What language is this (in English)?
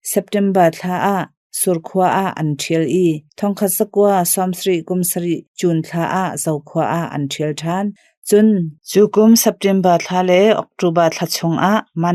Hakha Chin